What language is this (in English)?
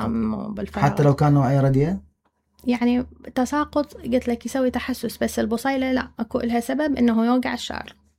Mesopotamian Arabic